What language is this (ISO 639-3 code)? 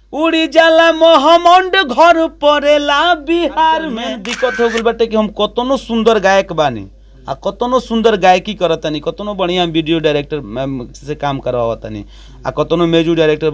bho